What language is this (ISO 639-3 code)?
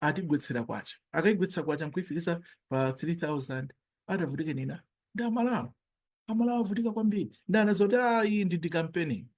nya